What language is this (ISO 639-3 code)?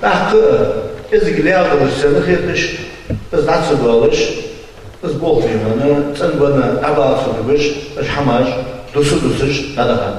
inh